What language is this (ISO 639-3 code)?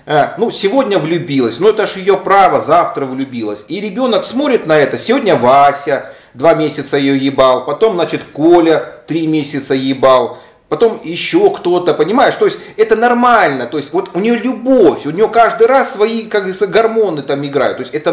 rus